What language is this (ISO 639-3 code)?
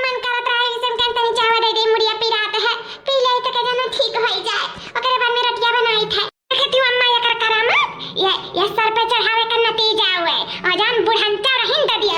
awa